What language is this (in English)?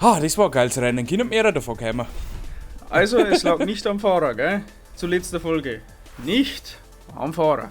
Bavarian